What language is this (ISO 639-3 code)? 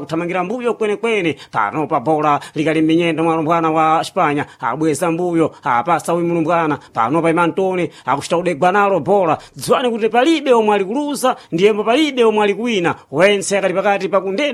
seh